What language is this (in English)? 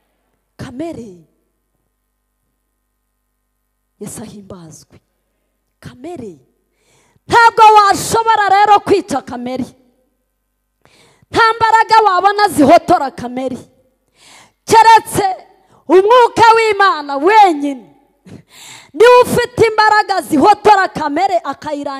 Kinyarwanda